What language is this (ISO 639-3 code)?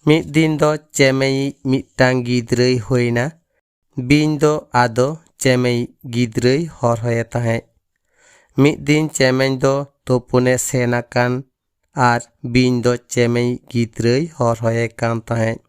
sat